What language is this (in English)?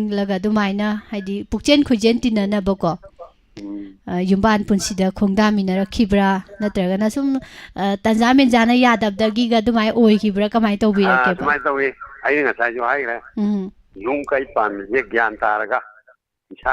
Manipuri